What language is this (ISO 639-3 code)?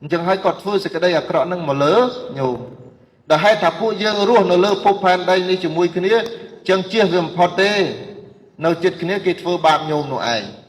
khm